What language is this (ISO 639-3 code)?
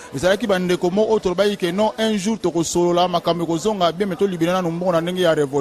lin